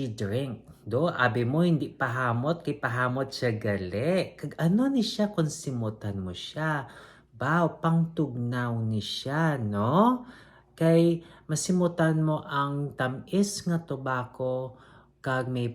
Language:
Hiligaynon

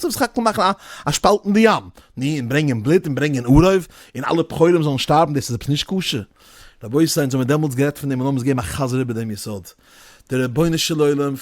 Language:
Yiddish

